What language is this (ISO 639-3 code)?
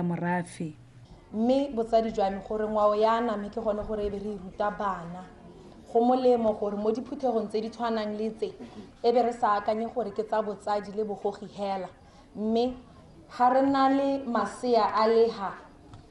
tsn